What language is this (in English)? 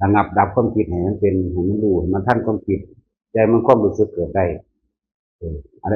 Northeastern Thai